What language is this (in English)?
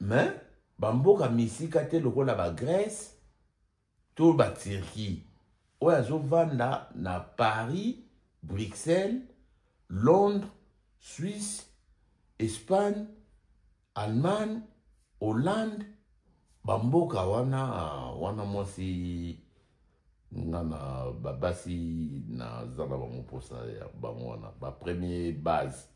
Lingala